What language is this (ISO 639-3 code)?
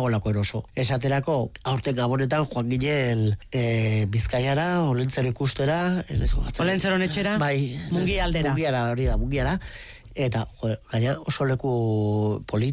eus